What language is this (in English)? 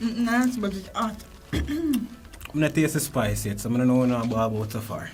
Jamaican Creole English